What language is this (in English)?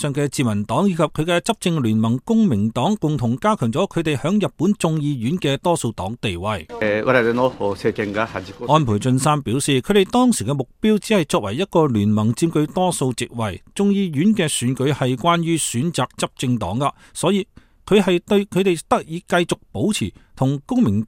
Cantonese